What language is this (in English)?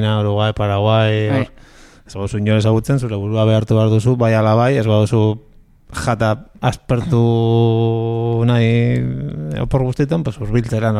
Basque